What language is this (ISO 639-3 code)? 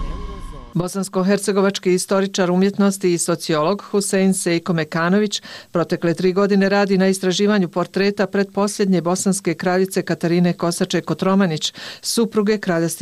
bos